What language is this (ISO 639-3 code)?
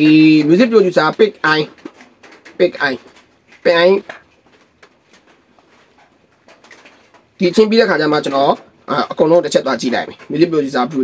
mya